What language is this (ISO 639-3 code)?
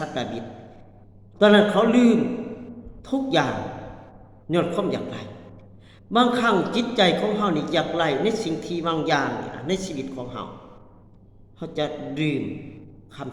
lao